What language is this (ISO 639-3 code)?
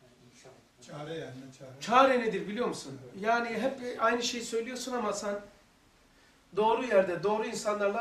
tur